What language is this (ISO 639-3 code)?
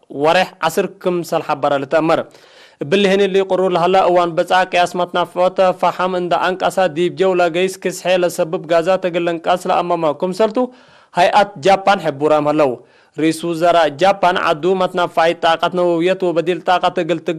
tig